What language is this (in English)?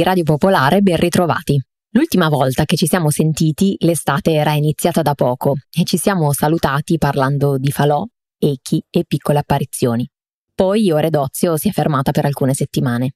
Italian